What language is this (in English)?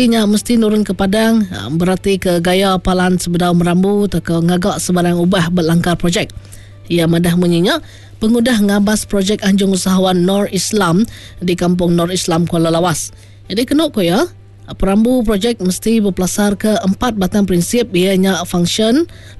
Iban